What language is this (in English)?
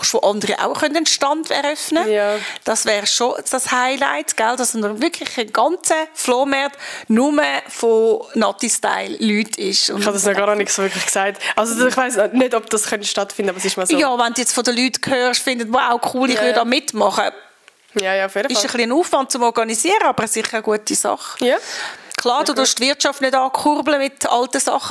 Swiss German